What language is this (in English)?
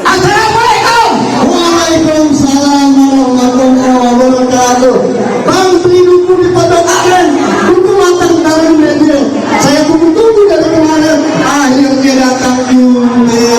Betawi